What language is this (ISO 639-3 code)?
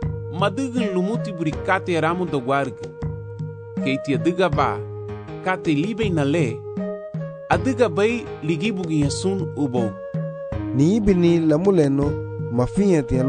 cab